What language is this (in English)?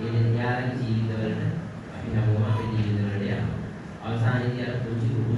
Sinhala